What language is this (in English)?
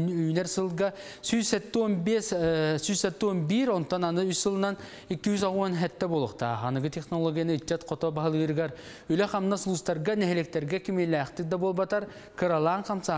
Yakut